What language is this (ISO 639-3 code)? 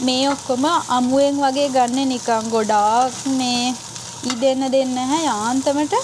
sin